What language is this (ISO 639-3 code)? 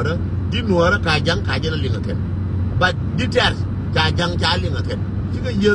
nus